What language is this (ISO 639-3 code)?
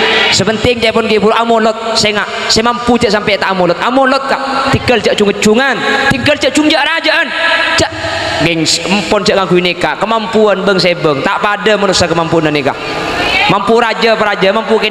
mad